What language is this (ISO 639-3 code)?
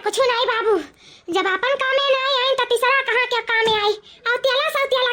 awa